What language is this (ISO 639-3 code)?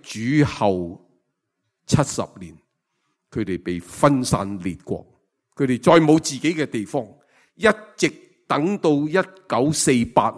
yue